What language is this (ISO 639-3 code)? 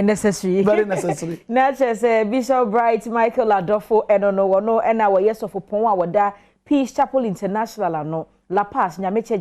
aka